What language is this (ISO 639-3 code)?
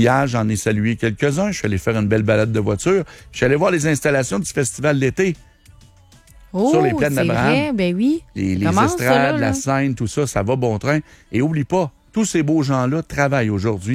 fra